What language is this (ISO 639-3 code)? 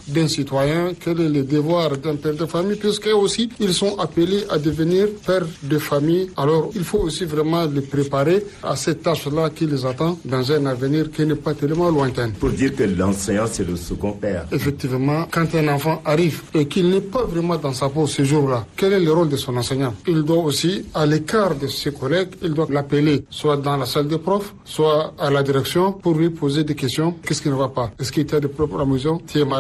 fra